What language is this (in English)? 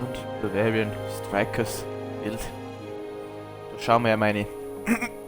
Bavarian